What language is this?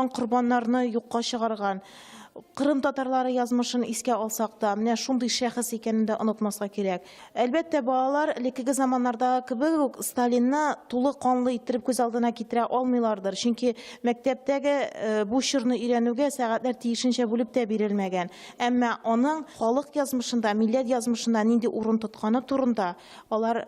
Tatar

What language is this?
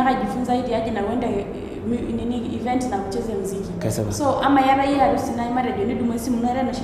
Masai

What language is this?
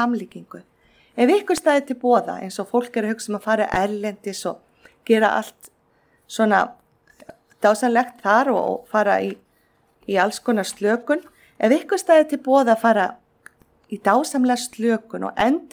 Icelandic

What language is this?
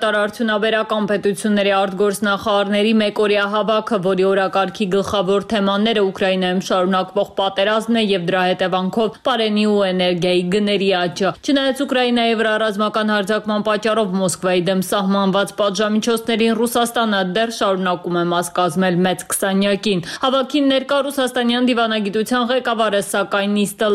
Armenian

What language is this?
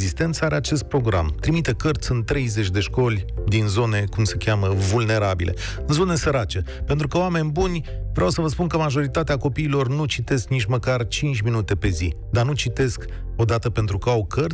Romanian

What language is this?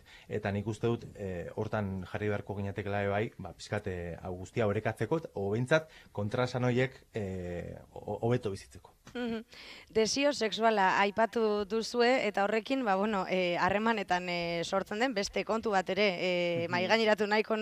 Basque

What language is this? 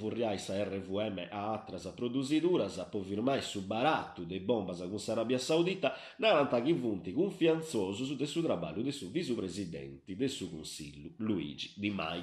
Sardinian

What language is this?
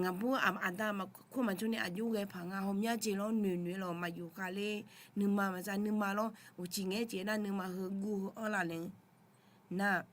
Akha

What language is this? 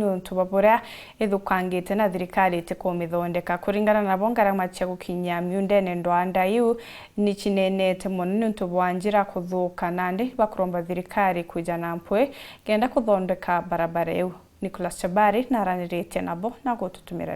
Meru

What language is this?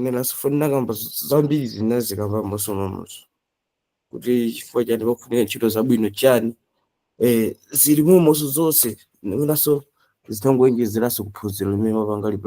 Nyanja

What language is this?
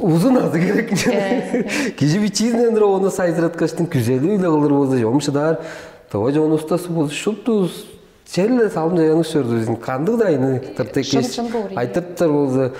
Tuvinian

